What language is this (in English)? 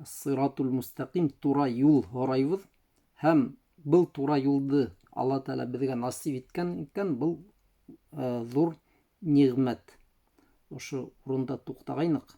Bashkir